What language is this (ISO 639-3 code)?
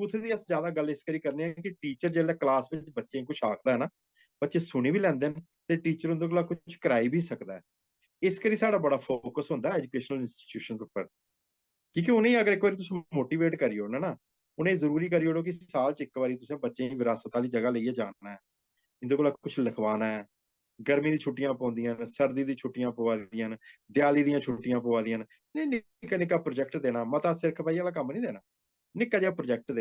doi